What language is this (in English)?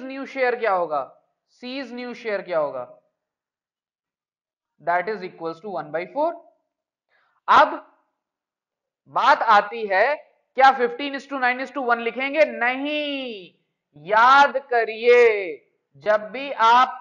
Hindi